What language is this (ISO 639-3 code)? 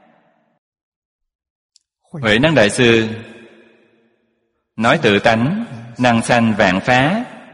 vie